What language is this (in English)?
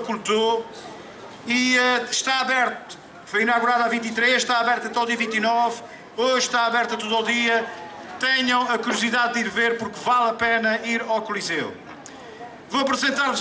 Portuguese